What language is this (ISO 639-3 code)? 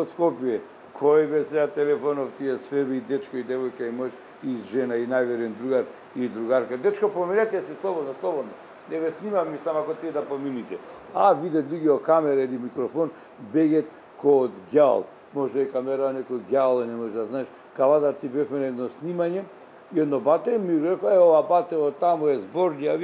mkd